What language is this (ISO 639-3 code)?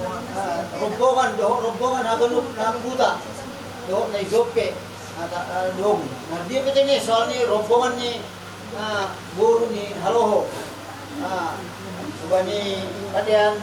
bbc